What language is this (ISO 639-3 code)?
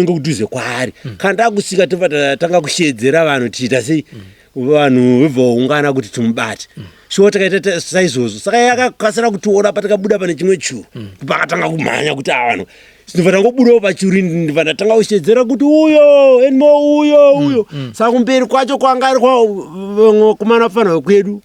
sna